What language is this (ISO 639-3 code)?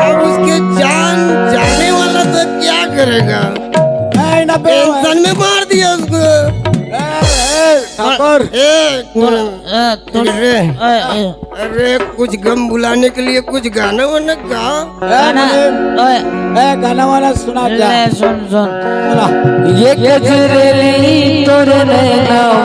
hne